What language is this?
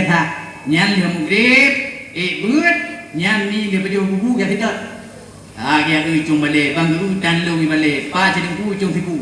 Achinese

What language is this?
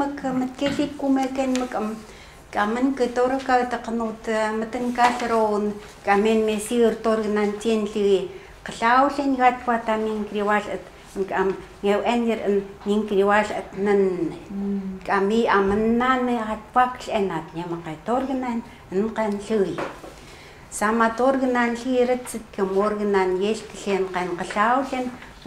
Chukot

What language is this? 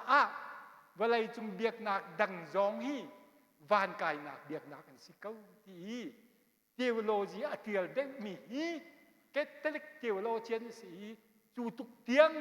Hakha Chin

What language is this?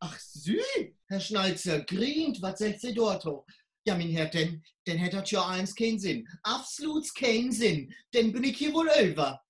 Low German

